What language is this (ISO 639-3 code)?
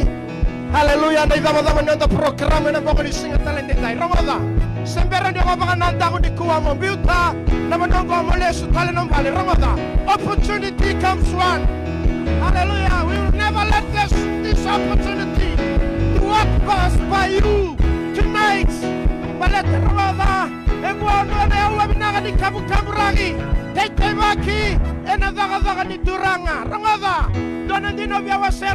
fij